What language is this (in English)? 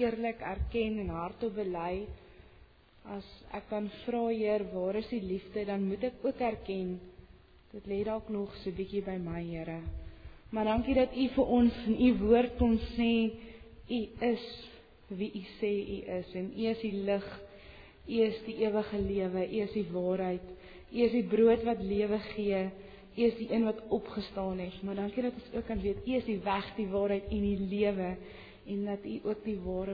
Afrikaans